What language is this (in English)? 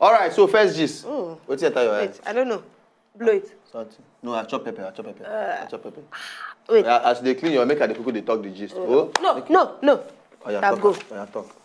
Nigerian Pidgin